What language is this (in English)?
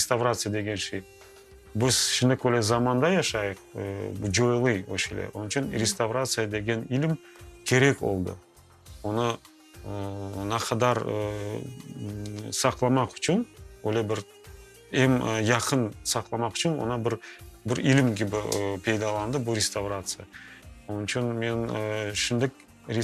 Crimean Tatar